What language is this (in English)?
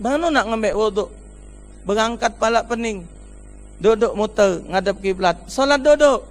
Musi